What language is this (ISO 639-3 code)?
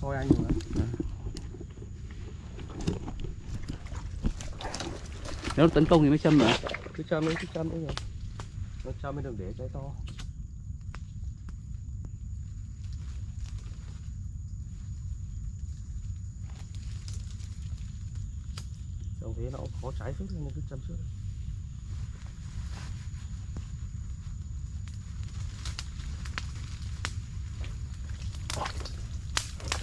vie